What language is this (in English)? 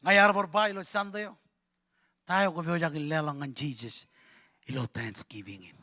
Marshallese